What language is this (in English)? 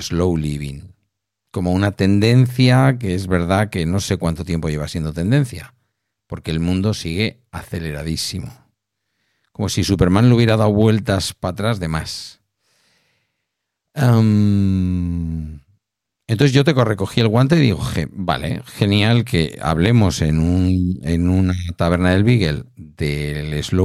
Spanish